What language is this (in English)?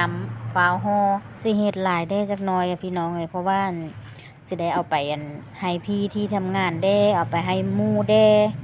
Lao